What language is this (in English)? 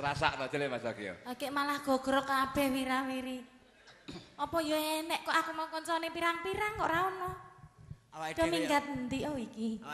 Javanese